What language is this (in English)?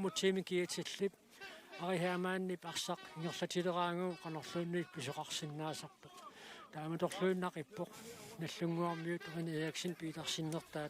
Kalaallisut